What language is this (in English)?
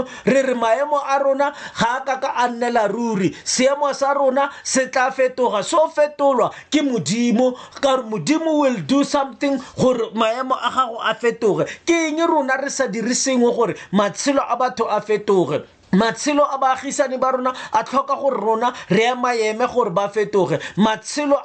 Tswana